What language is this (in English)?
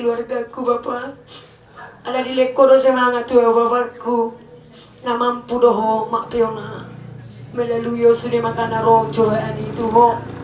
Batak Toba